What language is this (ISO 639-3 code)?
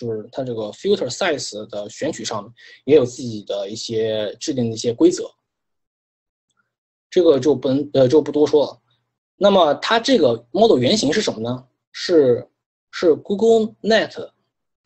zho